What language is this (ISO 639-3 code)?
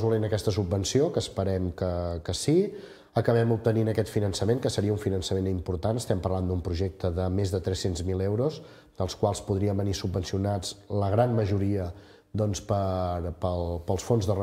cat